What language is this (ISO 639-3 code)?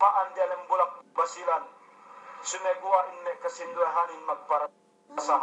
yka